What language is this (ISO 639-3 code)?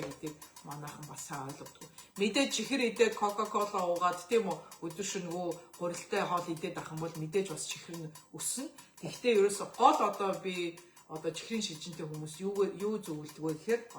mon